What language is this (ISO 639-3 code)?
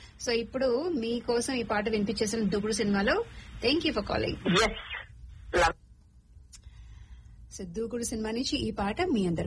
tel